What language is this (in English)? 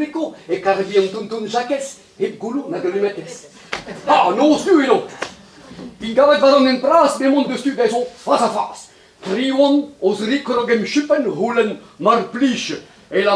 Breton